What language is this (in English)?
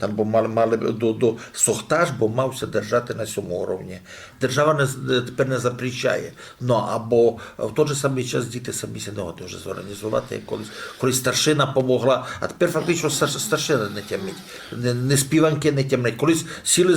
Rusyn